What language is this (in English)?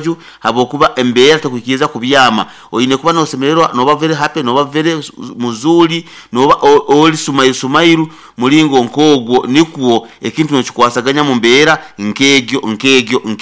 Nyankole